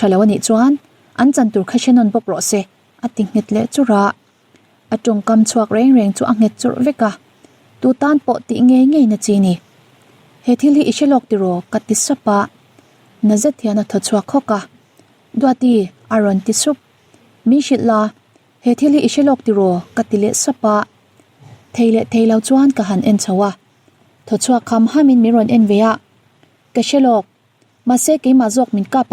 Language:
Mizo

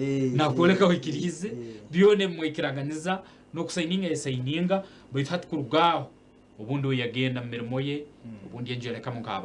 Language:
Nyankole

